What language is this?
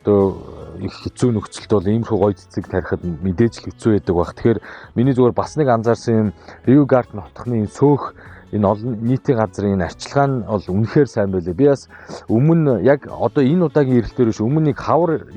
Mongolian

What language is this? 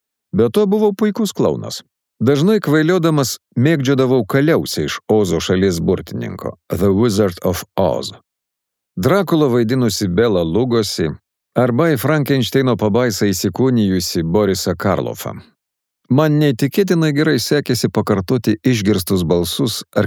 Lithuanian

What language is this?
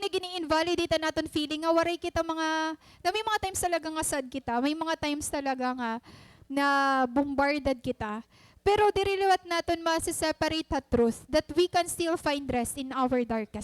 Waray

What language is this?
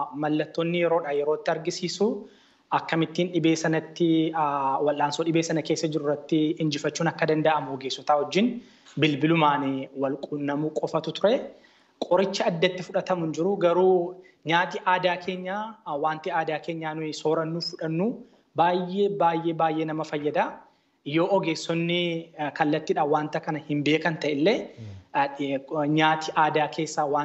Oromo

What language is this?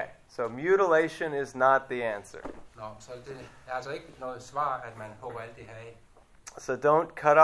Danish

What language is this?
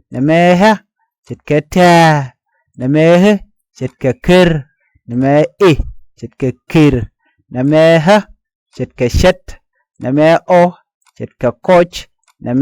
Nuer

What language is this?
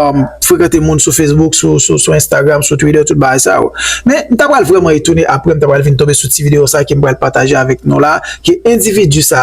Haitian Creole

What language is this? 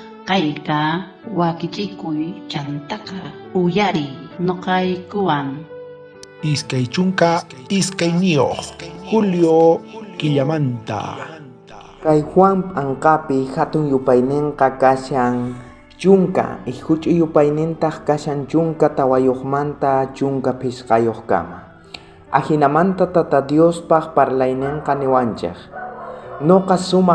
South Bolivian Quechua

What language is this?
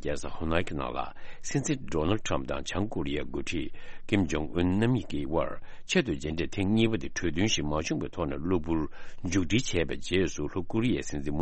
Tibetan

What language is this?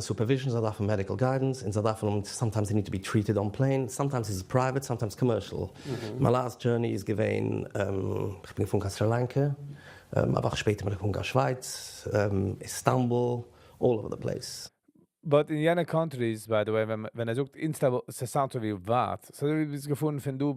Yiddish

